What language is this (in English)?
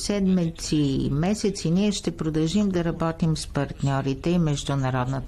Bulgarian